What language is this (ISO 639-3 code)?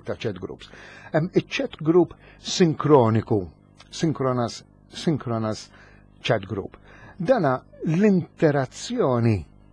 mlt